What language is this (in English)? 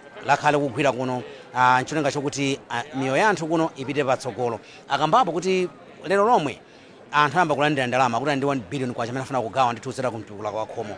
Nyanja